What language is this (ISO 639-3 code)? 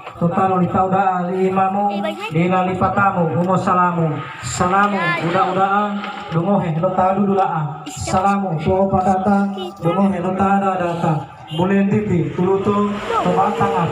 gor